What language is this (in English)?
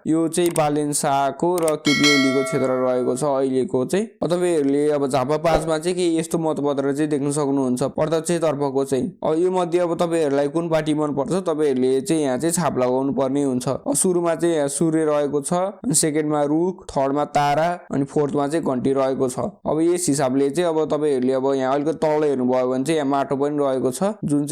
Nepali